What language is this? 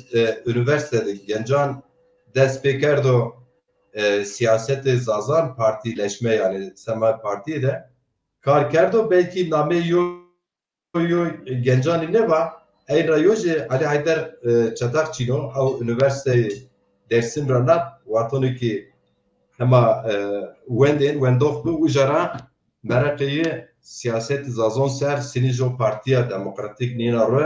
Zaza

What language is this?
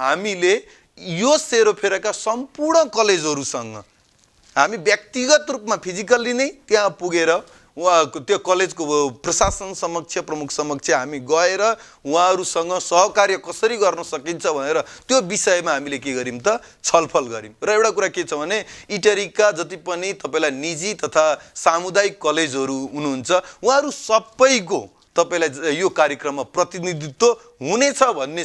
Nepali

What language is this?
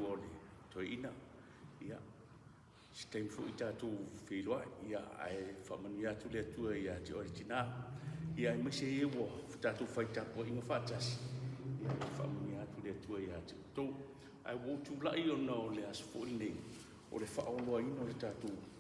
Samoan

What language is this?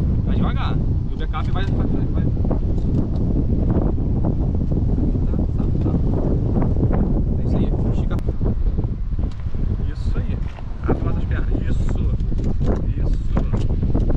Portuguese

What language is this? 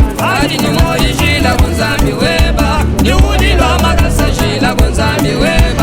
Luba-Lulua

